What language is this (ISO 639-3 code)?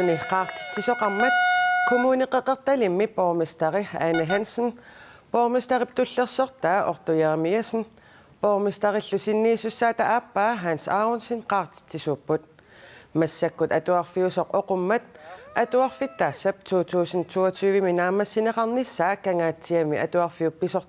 kal